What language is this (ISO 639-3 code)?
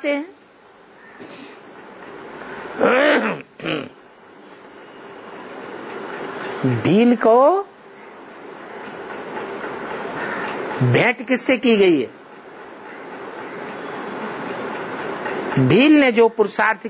hin